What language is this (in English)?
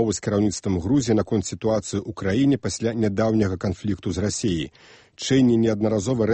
Belarusian